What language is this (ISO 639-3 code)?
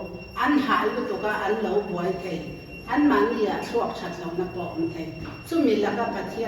lus